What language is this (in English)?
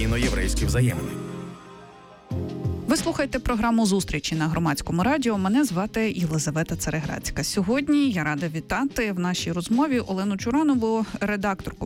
Ukrainian